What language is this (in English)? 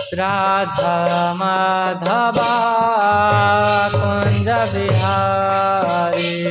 Odia